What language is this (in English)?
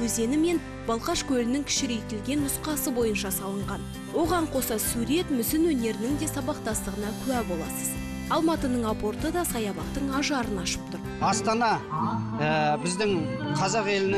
Kazakh